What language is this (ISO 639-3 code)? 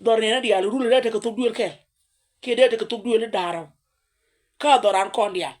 nus